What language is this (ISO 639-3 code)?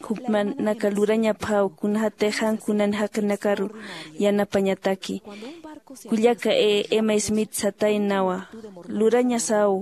aym